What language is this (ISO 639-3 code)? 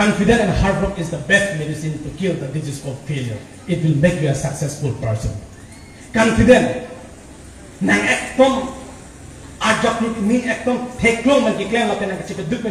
mjw